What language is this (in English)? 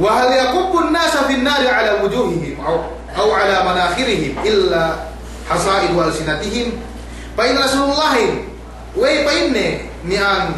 Yakan